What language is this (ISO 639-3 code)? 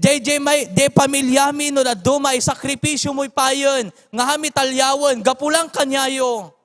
ilo